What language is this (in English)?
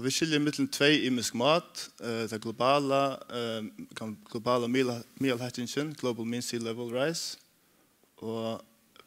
Faroese